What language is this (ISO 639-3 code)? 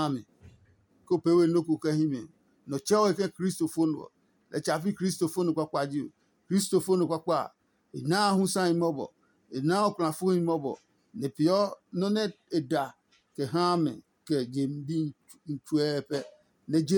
ada